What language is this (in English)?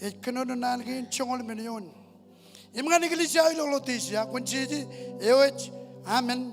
Marshallese